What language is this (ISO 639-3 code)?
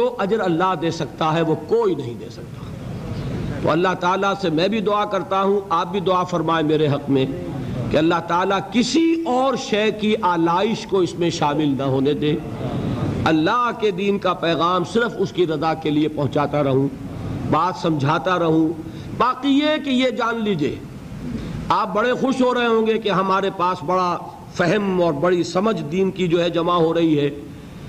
urd